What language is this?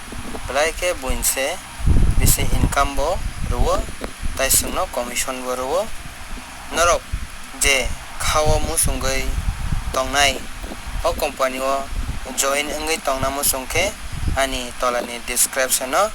Kok Borok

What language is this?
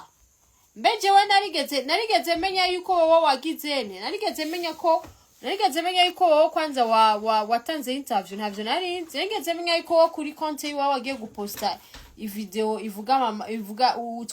Rundi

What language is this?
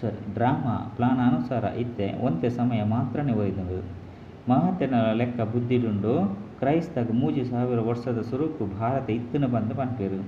Tulu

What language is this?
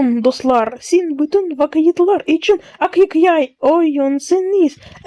Crimean Tatar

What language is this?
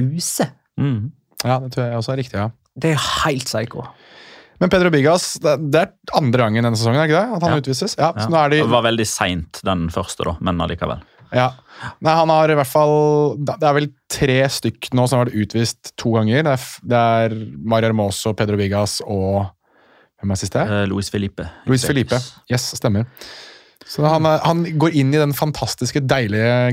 Norwegian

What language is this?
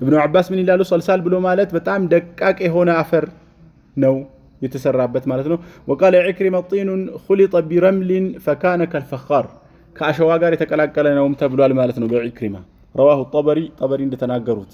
Amharic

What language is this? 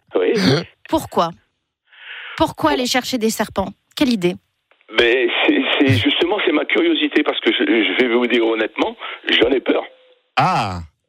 French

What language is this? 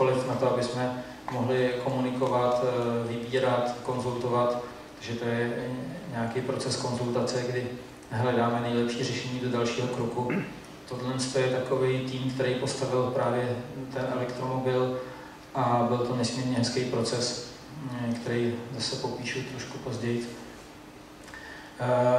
Czech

